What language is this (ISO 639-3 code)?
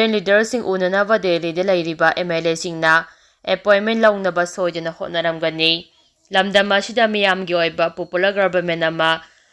mni